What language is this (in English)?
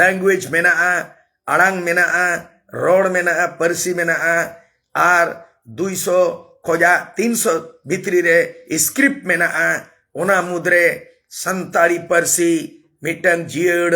Santali